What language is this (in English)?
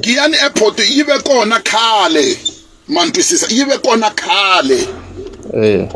Tsonga